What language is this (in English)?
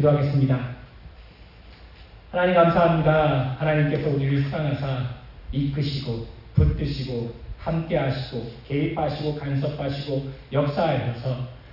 Korean